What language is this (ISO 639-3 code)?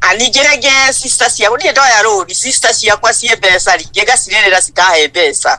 kik